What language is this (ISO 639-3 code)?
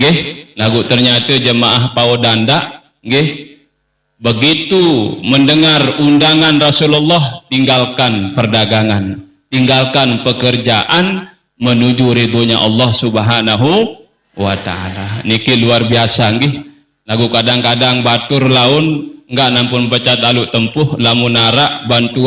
sas